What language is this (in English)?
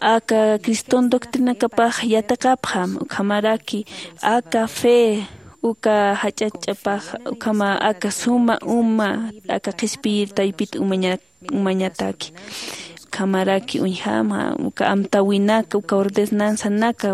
Aymara